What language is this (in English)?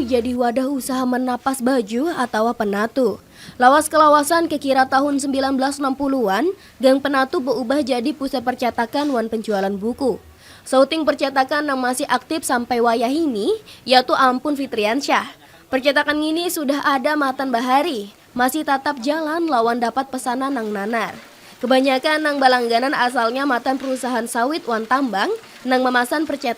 Banjar